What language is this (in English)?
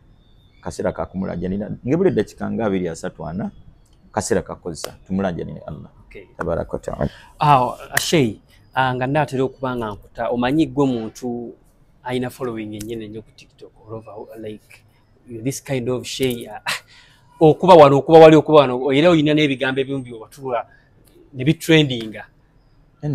Ganda